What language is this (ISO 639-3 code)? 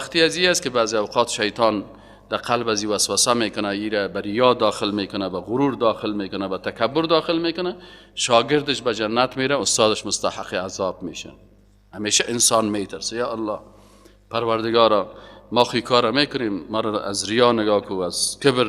fas